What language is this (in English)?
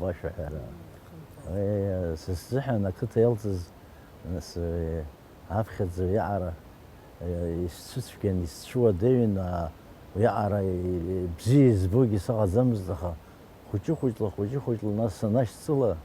Abkhazian